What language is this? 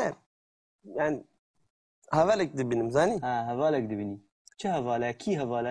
Kurdish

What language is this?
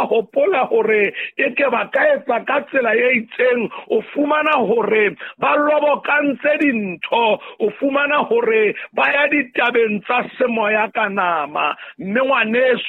Southern Sotho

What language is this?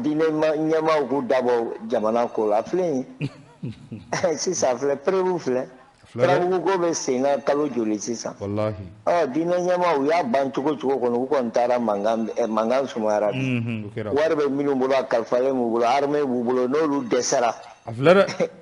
Bambara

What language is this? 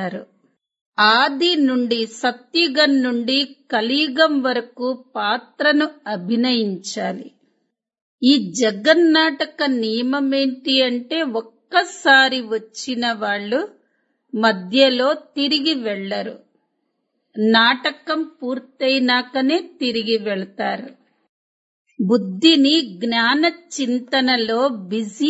Telugu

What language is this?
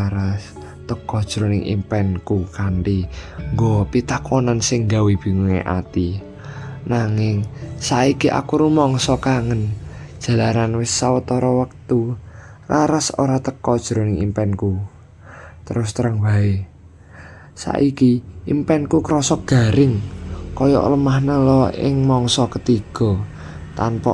Javanese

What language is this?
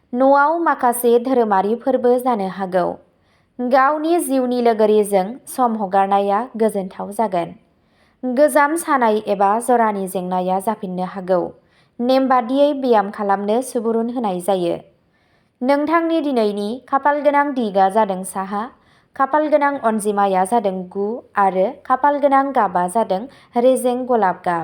Bodo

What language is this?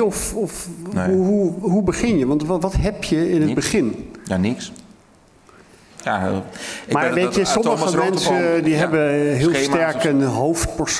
Dutch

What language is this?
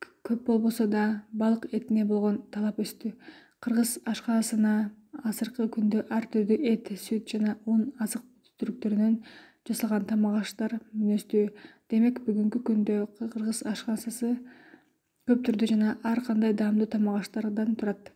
Kyrgyz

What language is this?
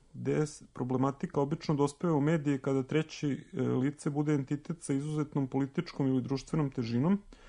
Serbian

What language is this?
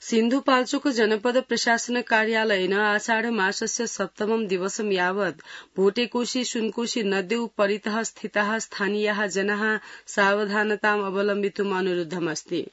Sanskrit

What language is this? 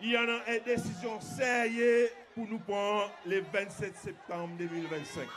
Seselwa Creole French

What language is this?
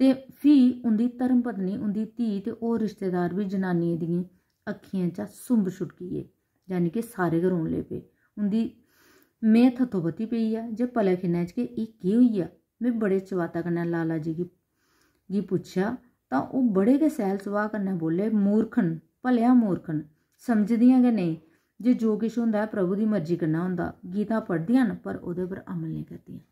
Dogri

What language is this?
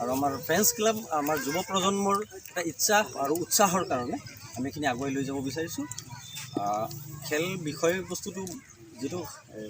Assamese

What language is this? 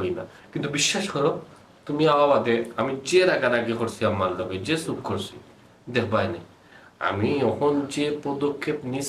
Sylheti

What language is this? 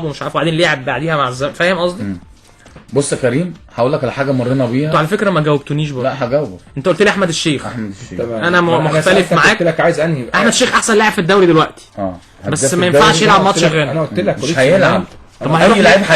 Egyptian Arabic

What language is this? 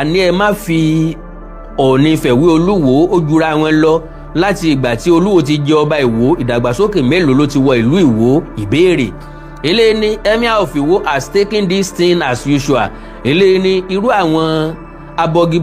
Yoruba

